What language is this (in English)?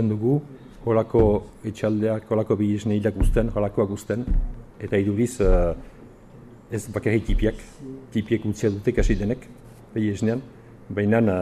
Basque